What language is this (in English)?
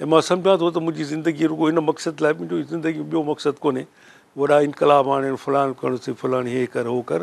Sindhi